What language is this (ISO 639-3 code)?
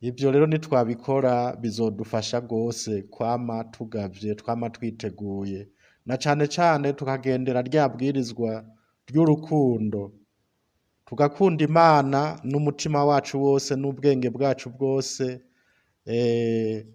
run